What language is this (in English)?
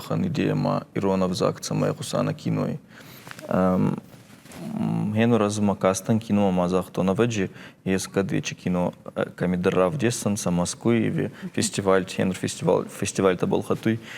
Ossetic